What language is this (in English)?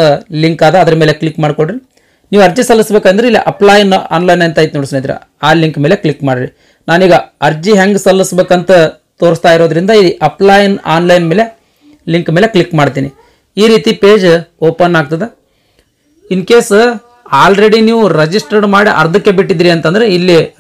Kannada